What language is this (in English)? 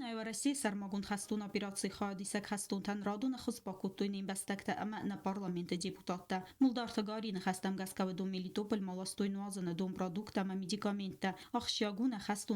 Ossetic